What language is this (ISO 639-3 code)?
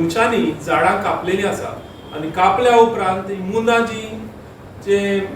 kok